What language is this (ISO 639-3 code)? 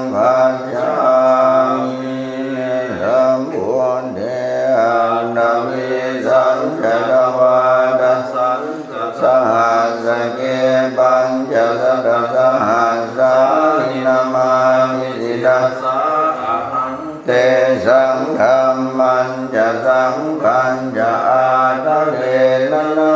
pli